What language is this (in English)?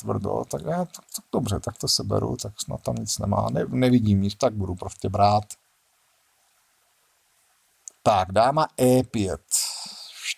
Czech